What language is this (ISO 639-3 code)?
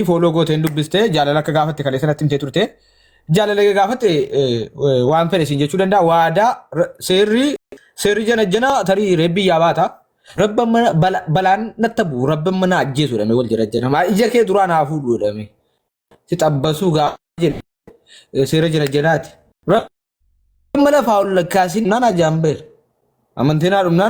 orm